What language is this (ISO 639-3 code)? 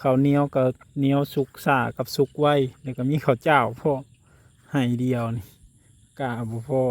tts